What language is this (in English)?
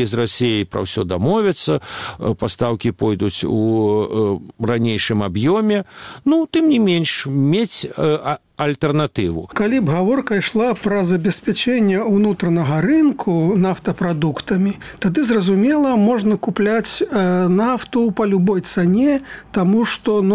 Belarusian